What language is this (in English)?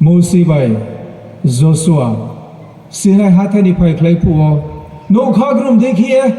Riang (India)